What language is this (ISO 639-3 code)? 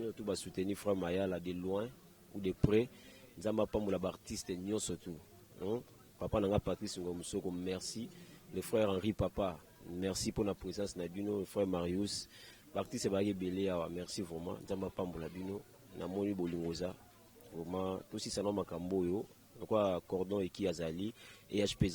lin